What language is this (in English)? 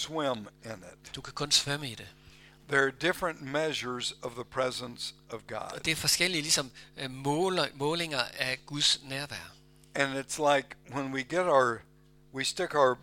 Danish